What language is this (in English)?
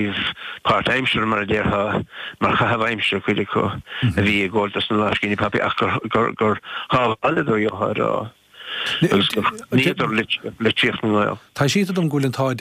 Irish